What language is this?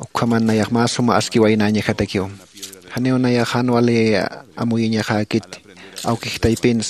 Aymara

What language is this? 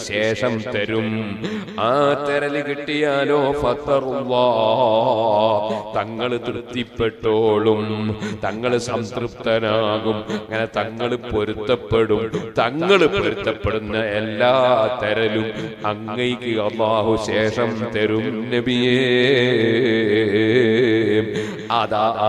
Malayalam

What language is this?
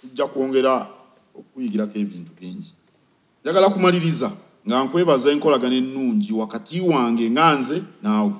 Ganda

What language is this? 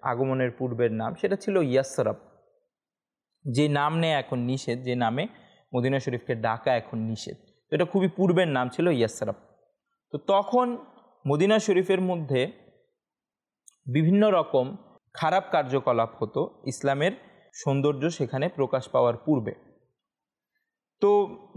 Bangla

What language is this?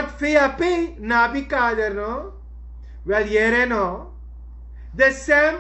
Sranan Tongo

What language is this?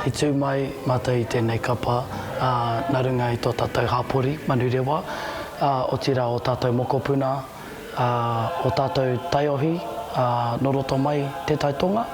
Māori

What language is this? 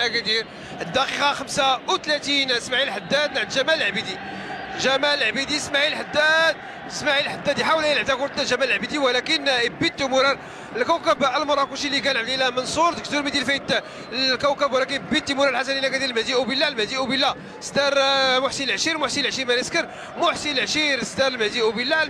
Moroccan Arabic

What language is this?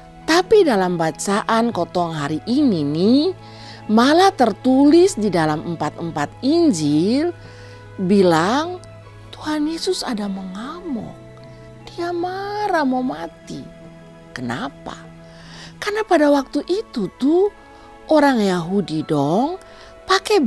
Kupang Malay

